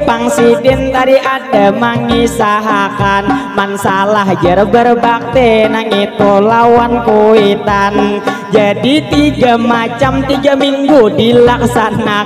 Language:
Banjar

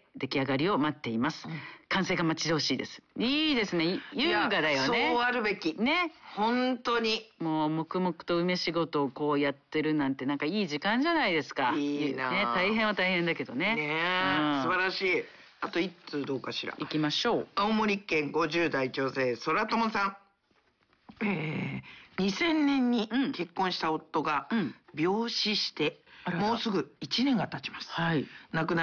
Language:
Japanese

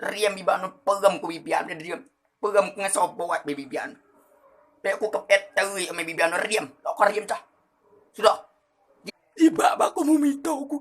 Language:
Rejang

